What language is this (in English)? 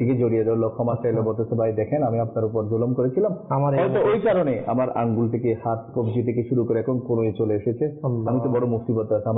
Bangla